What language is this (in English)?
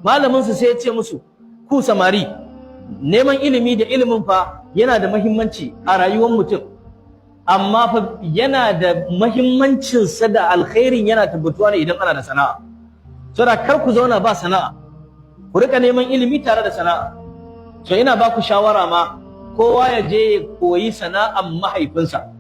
Hausa